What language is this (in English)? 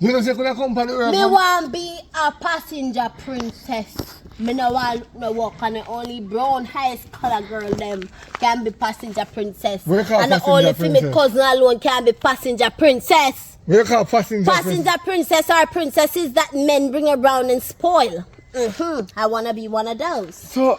Jamaican Creole English